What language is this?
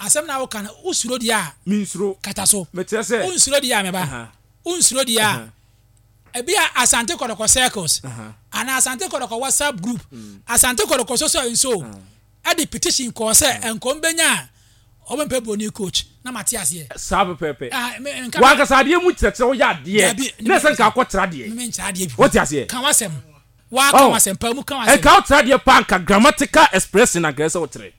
Akan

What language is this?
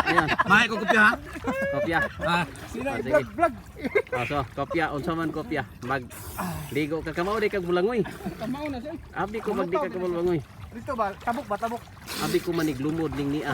Cebuano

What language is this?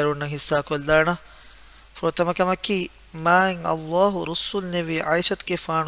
Divehi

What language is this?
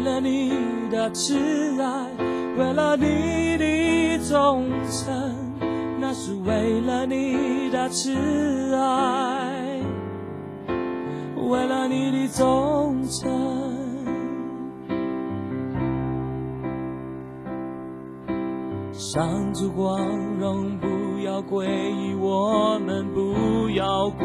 Chinese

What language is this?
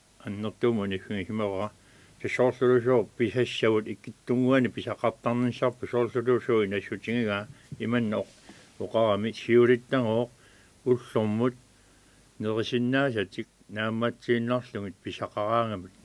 Kalaallisut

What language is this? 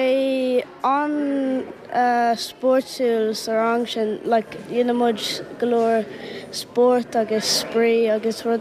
Irish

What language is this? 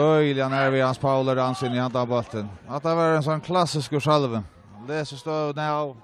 Faroese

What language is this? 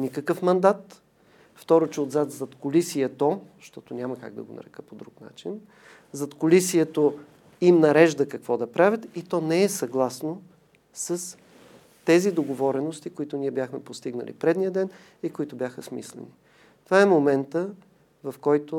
Bulgarian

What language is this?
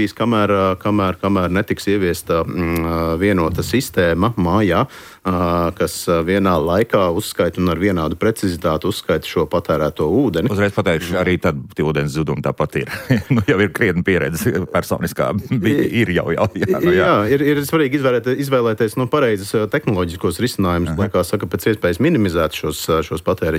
Latvian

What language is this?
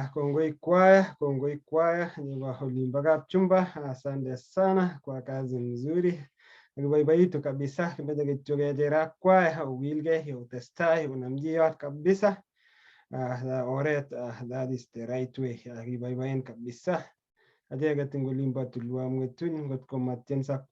Kalenjin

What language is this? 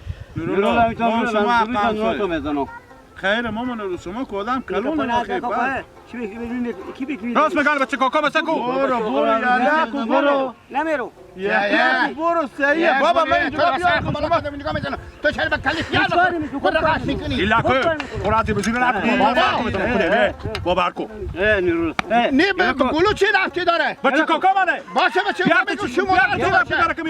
Hazaragi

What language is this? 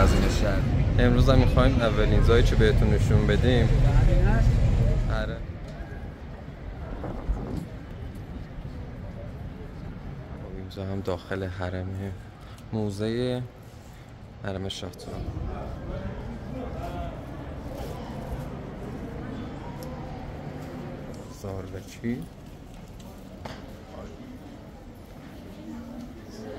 Persian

